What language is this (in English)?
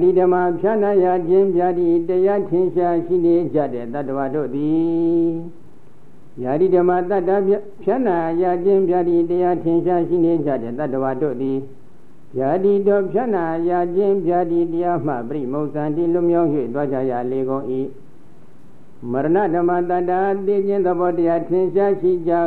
Burmese